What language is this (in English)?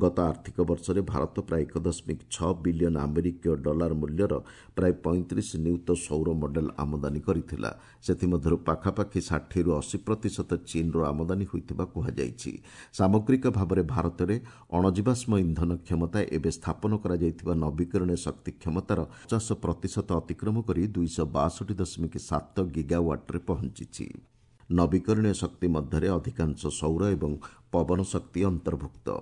Odia